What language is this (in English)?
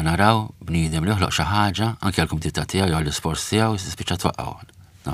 Maltese